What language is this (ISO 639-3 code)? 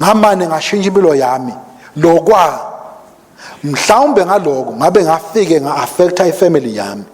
ssw